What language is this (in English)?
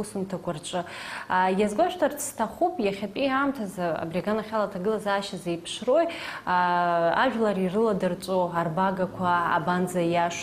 Abkhazian